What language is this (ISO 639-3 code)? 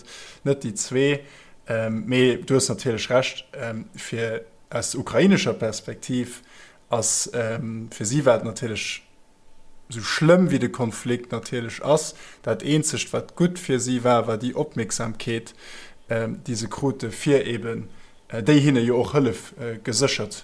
ltz